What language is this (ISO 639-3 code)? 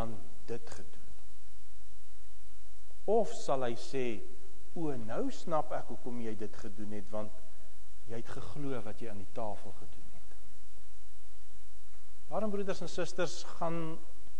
afr